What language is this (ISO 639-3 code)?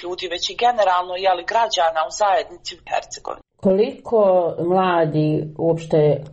bos